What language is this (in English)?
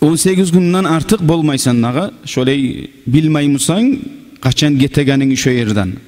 Kumyk